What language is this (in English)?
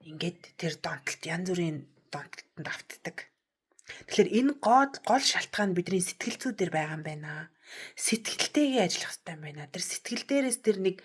Mongolian